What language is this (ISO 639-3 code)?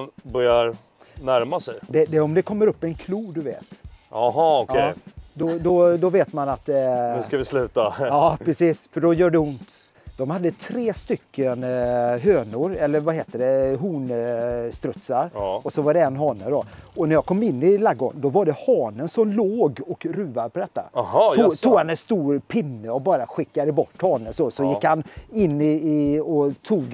swe